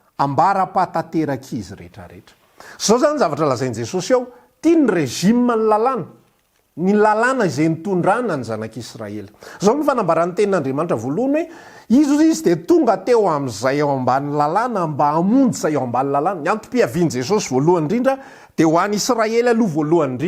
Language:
Malagasy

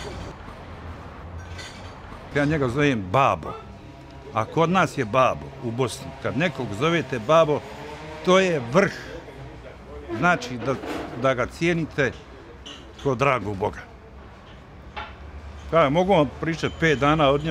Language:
Bosnian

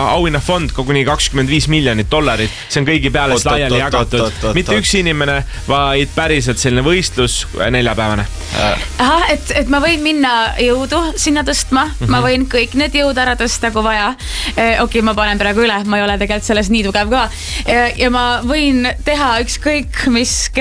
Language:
Estonian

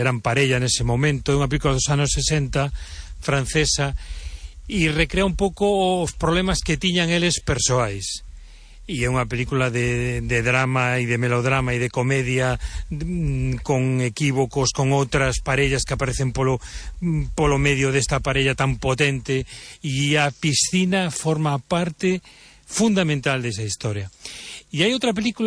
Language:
Galician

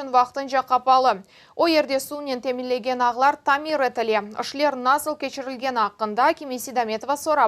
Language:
Crimean Tatar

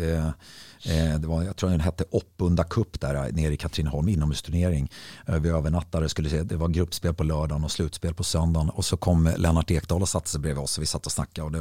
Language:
Swedish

